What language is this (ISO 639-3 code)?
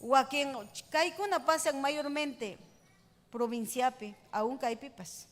quy